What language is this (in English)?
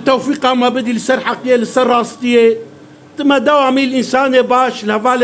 Kurdish